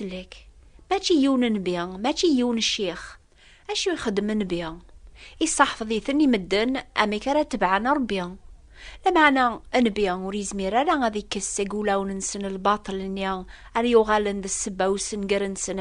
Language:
Kabyle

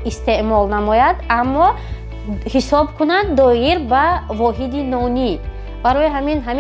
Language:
Tajik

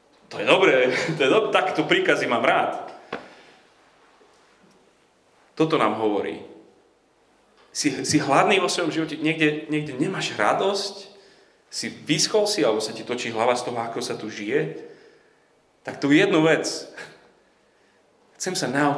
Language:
Slovak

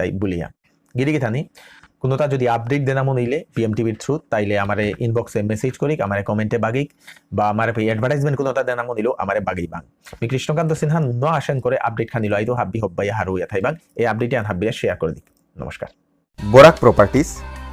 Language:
Bishnupriya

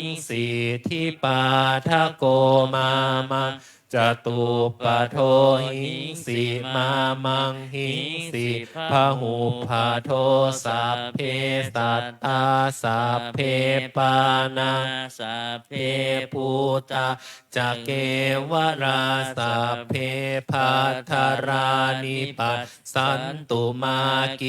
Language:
Pali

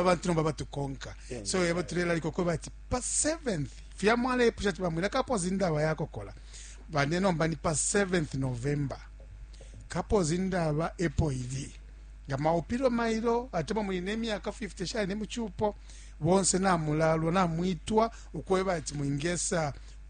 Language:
Bemba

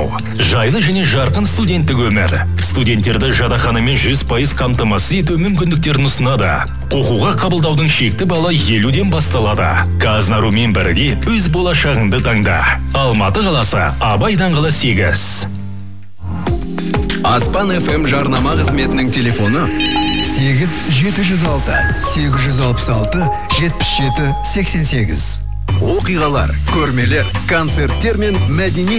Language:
Kazakh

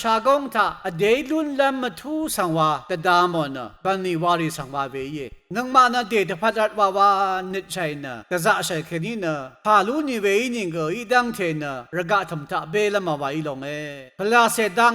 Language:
Rawang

